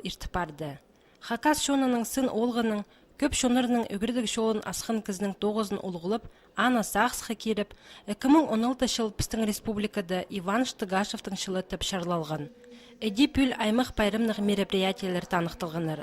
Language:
Khakas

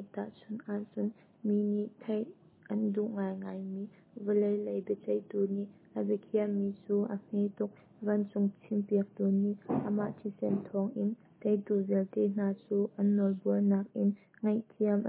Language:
Hakha Chin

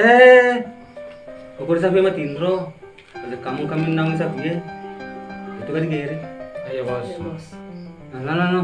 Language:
Buginese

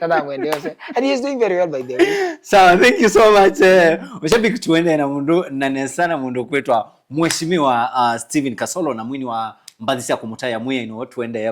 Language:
Kamba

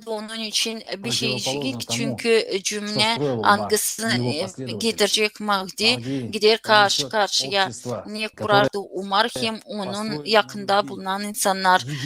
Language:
Gagauz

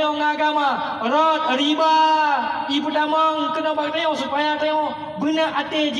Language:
Achinese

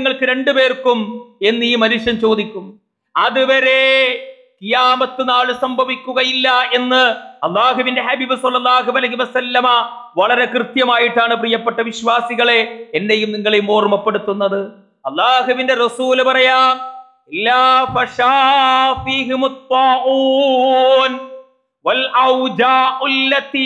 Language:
Malayalam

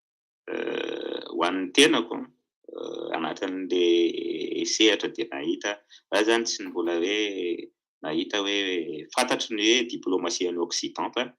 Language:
Malagasy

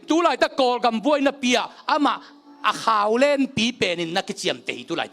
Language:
Tedim Chin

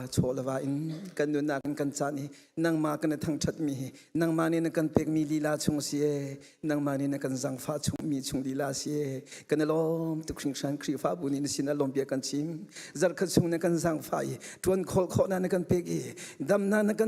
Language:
Hakha Chin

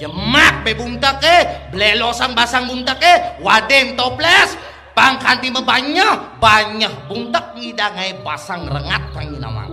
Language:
Balinese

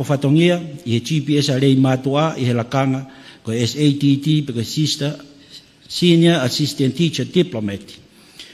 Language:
Tongan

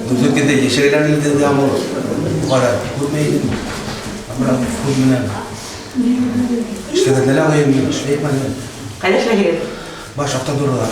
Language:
Bashkir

